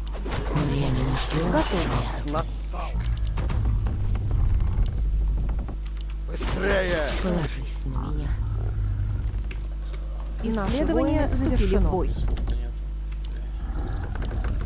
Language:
Russian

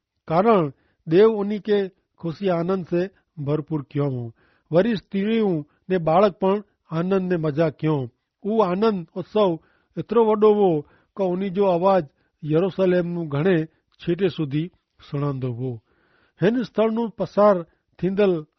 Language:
Kachhi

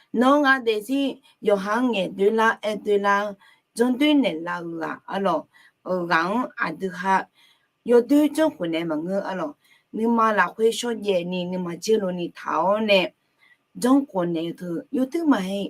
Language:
Akha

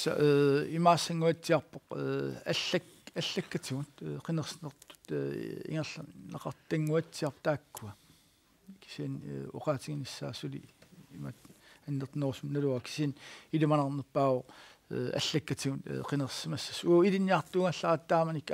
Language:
Kalaallisut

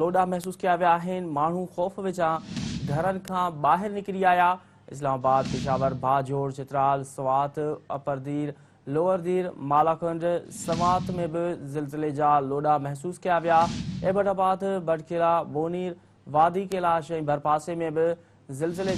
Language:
Sindhi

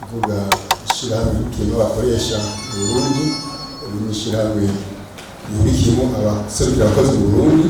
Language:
Rundi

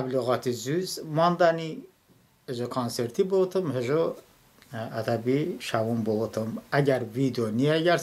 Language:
Talysh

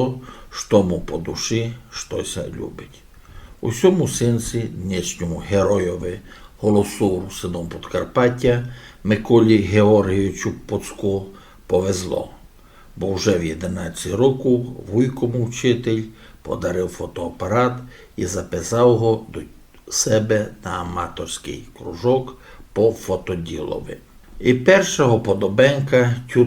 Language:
Rusyn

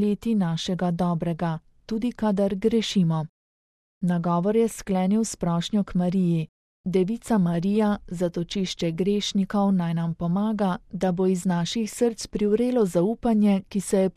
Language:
Slovenian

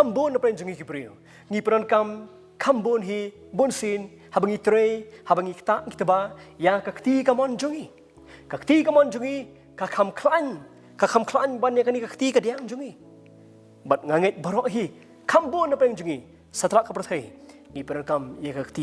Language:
Khasi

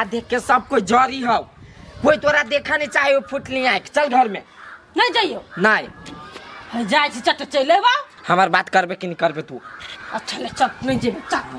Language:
Maithili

